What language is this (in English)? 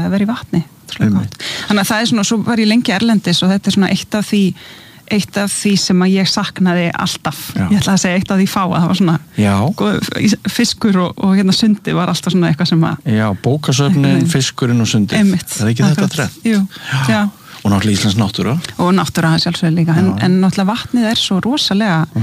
Icelandic